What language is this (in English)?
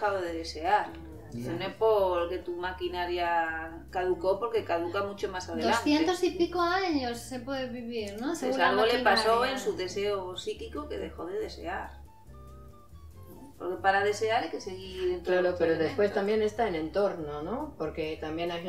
Spanish